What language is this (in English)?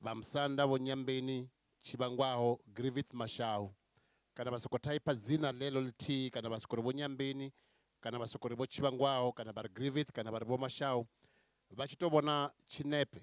Venda